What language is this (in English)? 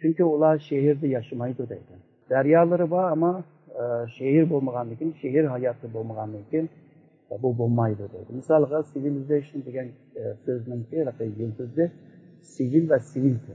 Uyghur